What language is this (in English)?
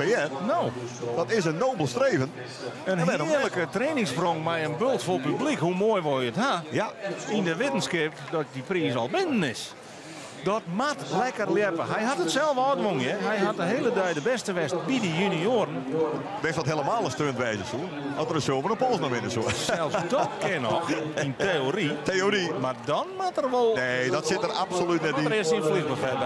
Western Frisian